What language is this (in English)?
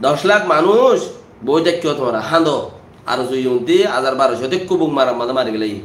Rohingya